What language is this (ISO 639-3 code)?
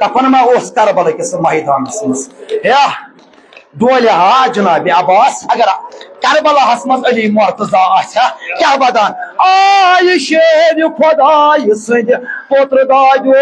kas